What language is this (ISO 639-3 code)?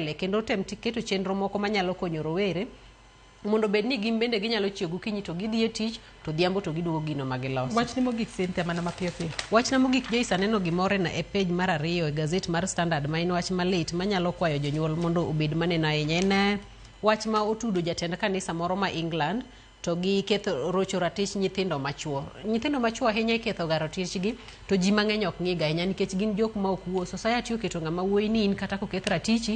luo